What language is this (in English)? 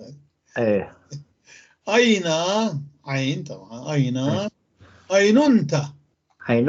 North Levantine Arabic